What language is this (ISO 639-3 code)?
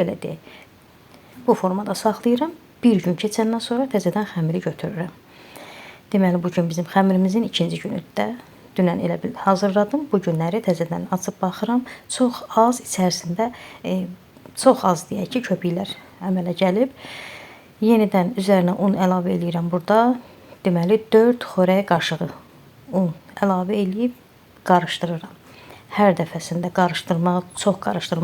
aze